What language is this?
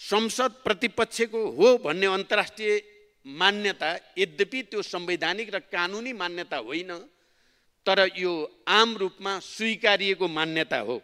Nepali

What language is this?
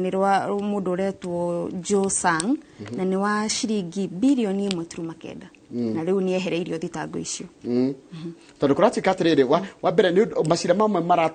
Kikuyu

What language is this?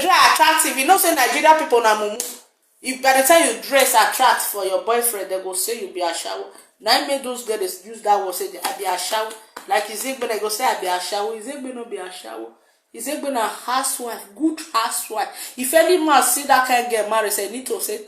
Nigerian Pidgin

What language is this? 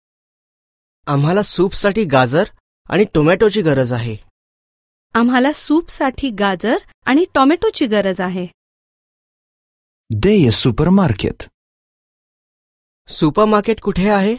Marathi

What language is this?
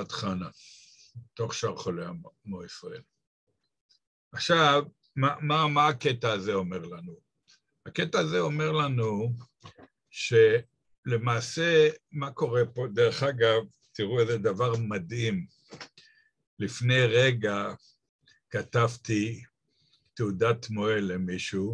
Hebrew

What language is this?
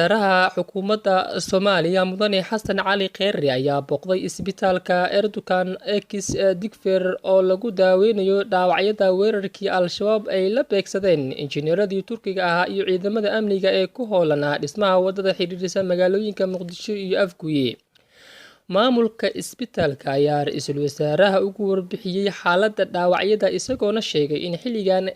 Somali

